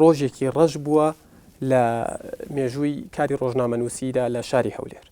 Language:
Central Kurdish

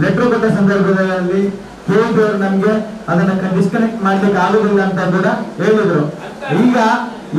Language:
Kannada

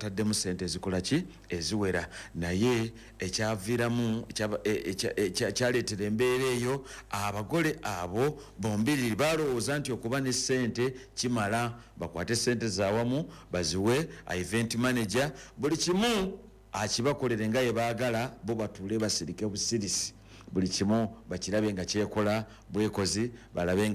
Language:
Ganda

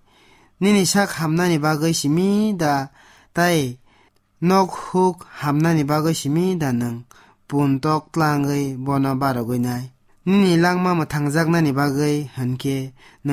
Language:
Kok Borok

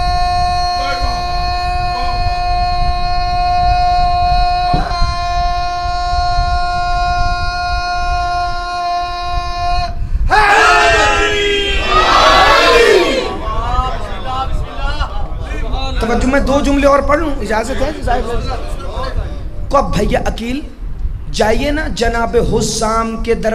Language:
Urdu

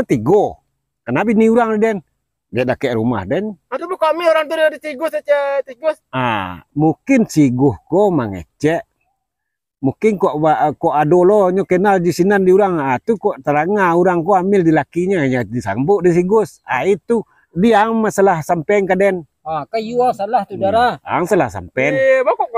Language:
Minangkabau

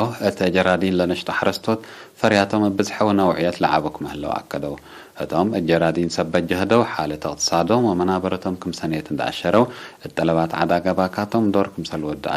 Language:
Tigre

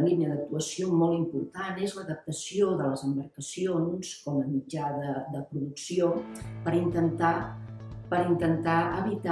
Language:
Catalan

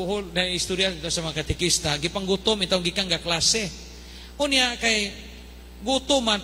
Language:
Cebuano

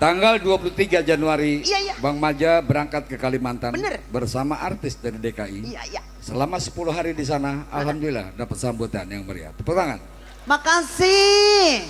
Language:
Betawi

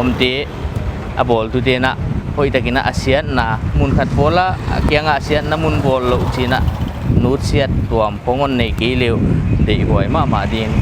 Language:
Paite Chin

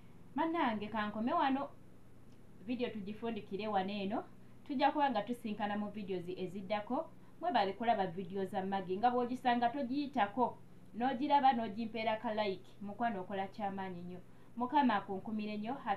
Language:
Ganda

